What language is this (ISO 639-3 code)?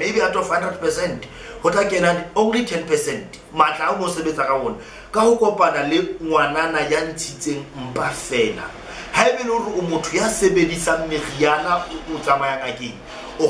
sot